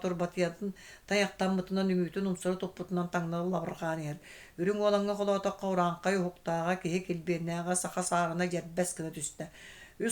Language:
Yakut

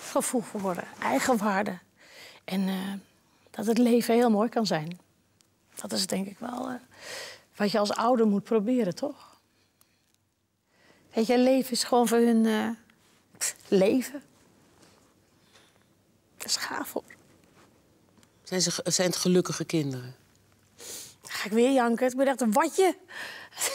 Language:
Dutch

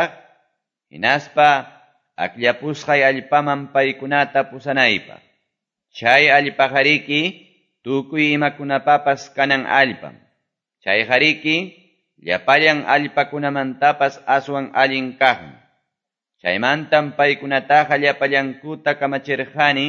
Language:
Quechua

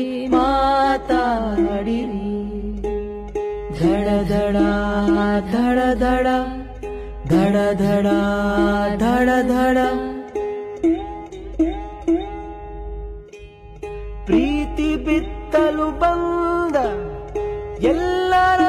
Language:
Kannada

